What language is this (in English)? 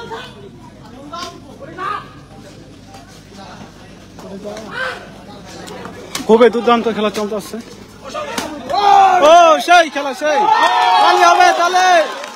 Bangla